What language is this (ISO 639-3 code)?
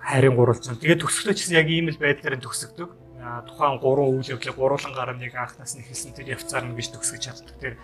mon